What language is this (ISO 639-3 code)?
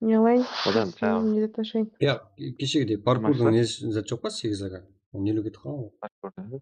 kaa